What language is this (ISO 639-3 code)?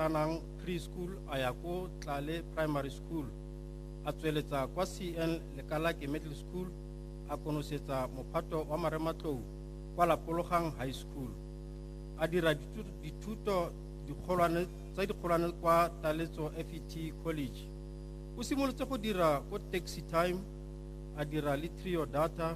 tsn